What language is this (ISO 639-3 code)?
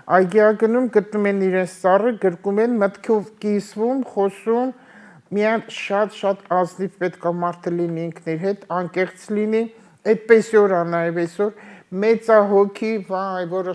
hye